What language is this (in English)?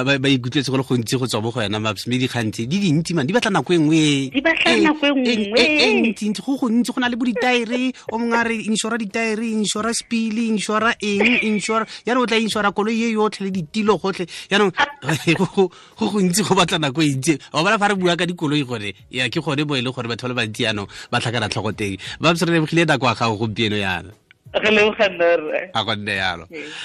Tswana